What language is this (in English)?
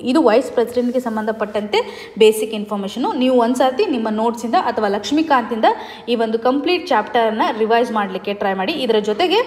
Kannada